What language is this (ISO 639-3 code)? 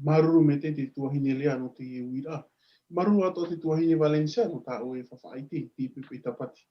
tah